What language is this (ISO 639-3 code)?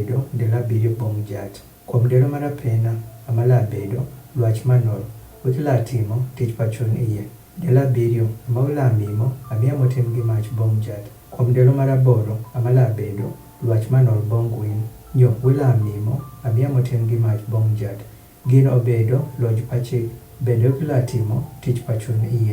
adh